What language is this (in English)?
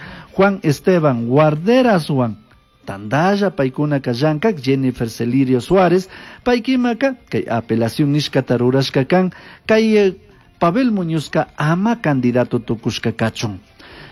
Chimborazo Highland Quichua